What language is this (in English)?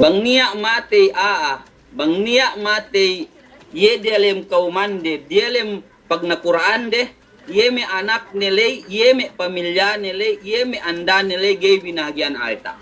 Yakan